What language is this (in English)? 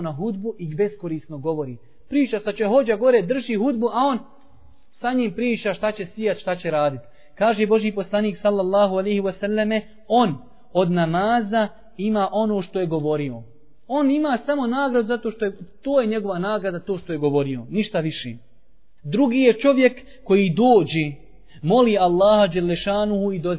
Bosnian